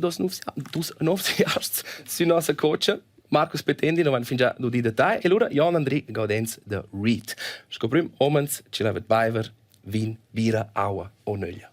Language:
Romansh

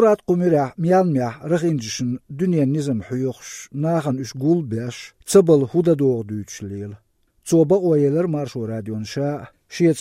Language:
Chechen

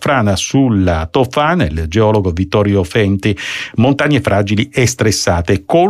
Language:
Italian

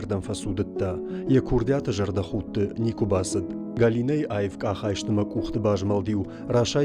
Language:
Ossetic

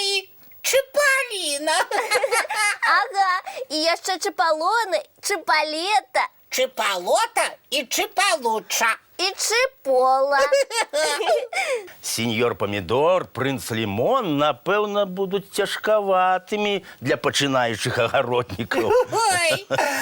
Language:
Belarusian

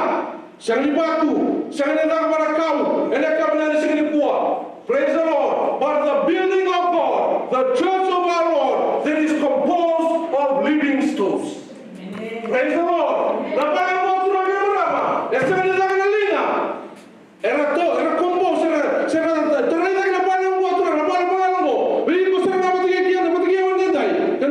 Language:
Fijian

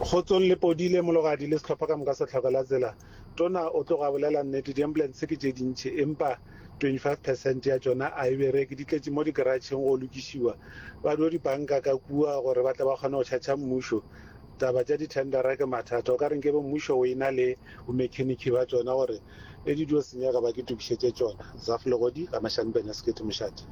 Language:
Northern Sotho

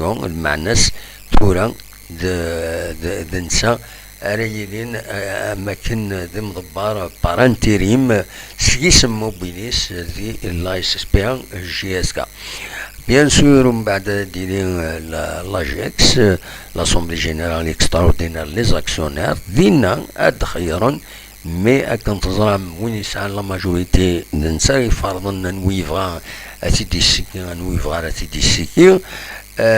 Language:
Kabyle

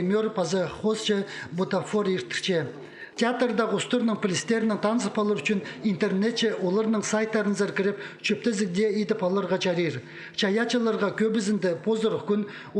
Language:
Khakas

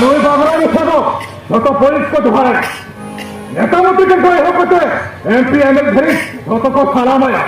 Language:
Santali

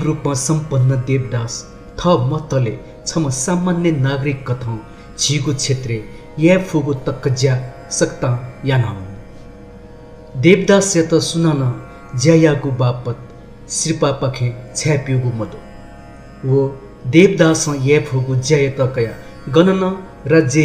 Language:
Newari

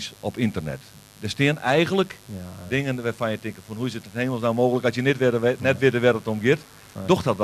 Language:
Western Frisian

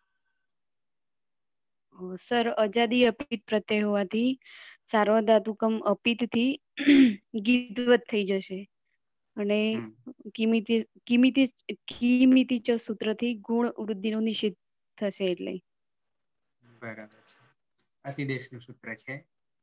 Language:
Gujarati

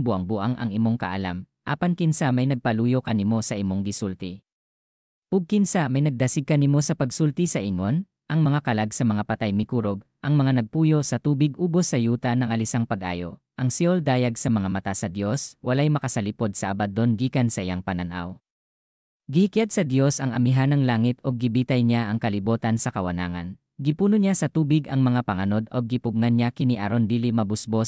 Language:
Cebuano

